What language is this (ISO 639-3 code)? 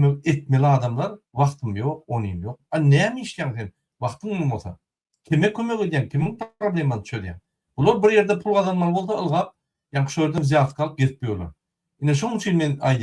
tuk